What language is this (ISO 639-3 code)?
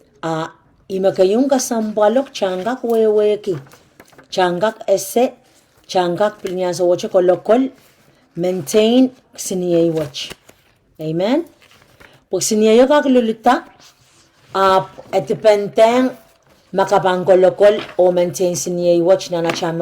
pon